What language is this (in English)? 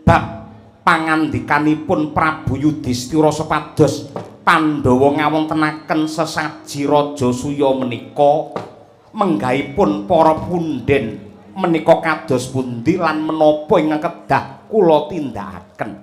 Javanese